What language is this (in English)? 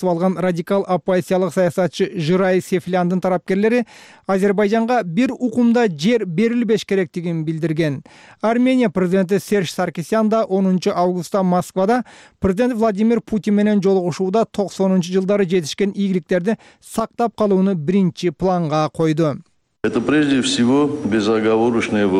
Kyrgyz